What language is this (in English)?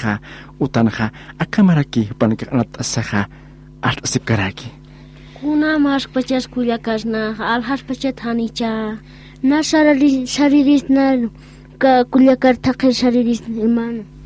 Aymara